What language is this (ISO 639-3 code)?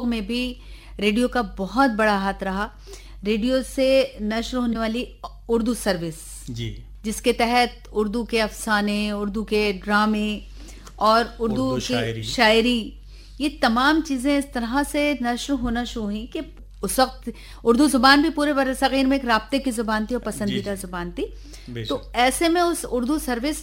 urd